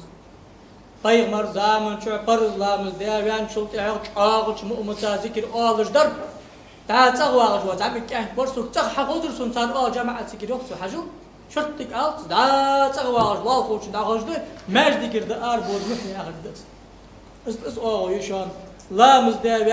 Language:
Ingush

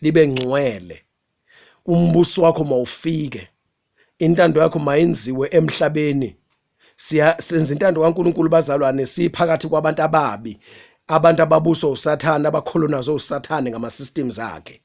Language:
Zulu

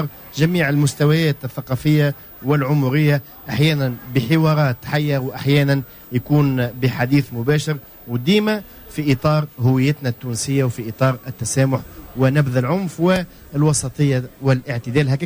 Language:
Tunisian Arabic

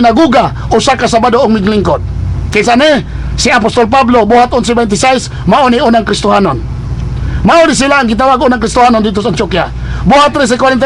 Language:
Cebuano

